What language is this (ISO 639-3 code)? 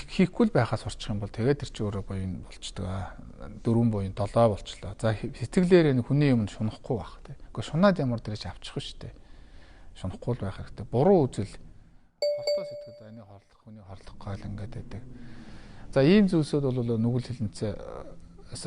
mon